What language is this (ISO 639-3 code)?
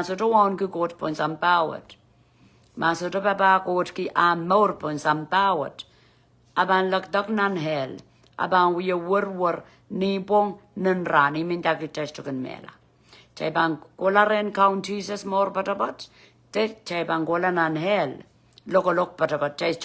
pon